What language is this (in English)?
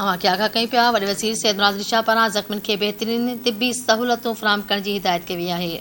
Sindhi